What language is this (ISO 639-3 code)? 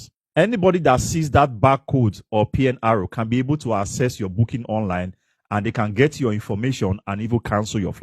eng